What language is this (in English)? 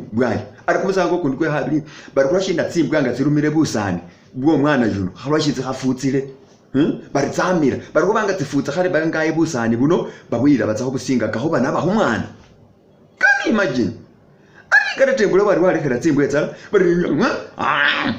Masaaba